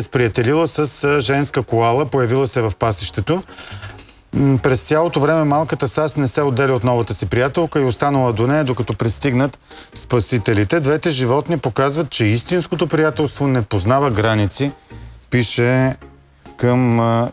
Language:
Bulgarian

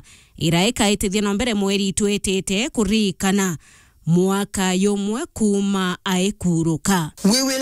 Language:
Meru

